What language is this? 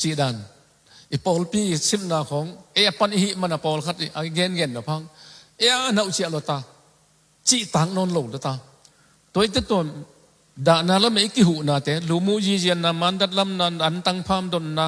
Tedim Chin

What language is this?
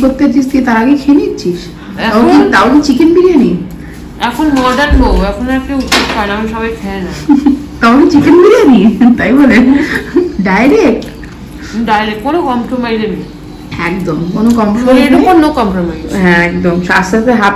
Bangla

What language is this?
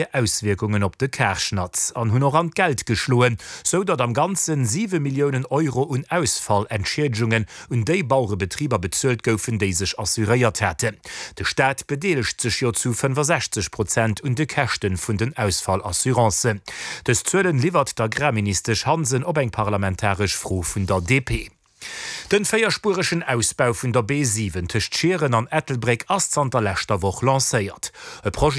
Luxembourgish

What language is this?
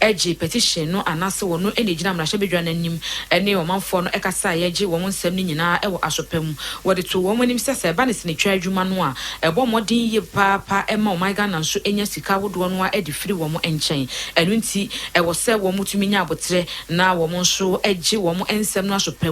Akan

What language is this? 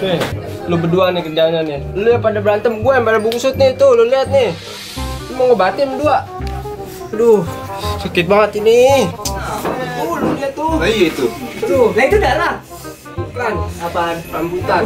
Betawi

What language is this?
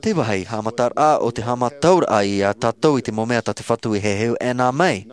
Tahitian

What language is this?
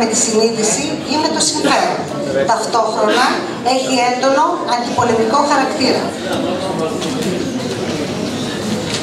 Greek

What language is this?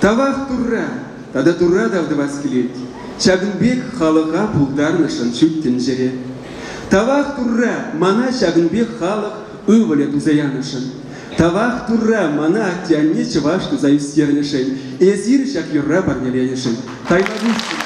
Chuvash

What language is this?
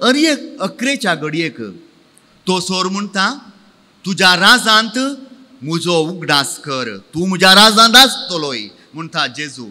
Konkani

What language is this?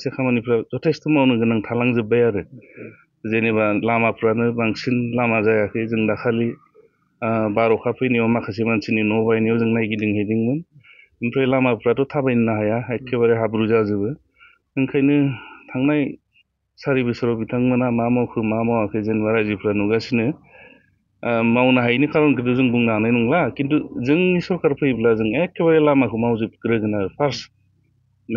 Bodo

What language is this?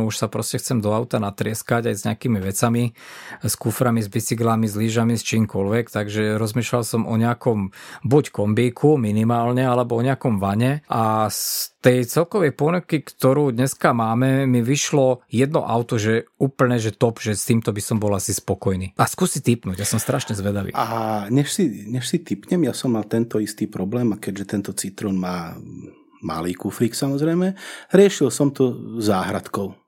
Slovak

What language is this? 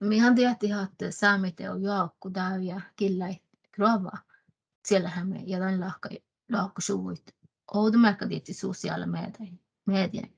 Northern Sami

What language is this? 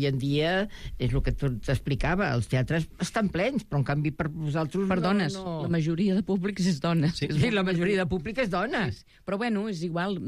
Catalan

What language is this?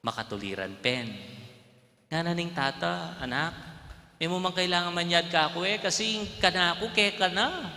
Pampanga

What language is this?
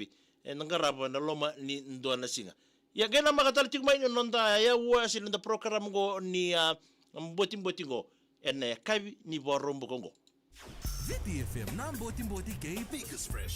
Fijian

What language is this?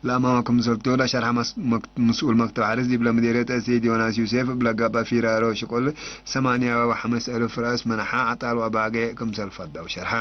Tigre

